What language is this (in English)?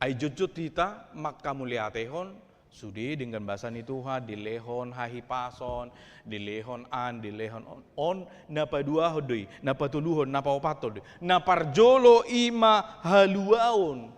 Batak Toba